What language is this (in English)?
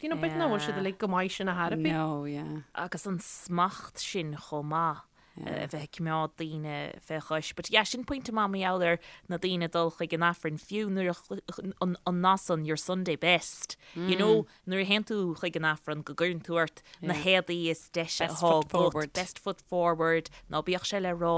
Irish